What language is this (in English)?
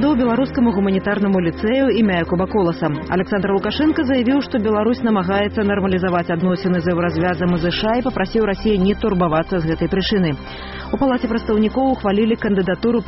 Belarusian